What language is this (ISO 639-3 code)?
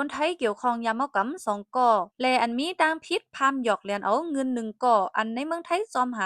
shn